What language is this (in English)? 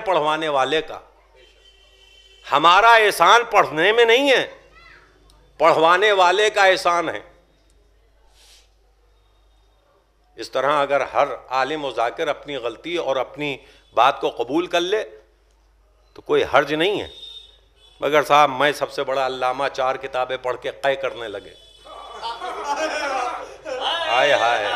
Urdu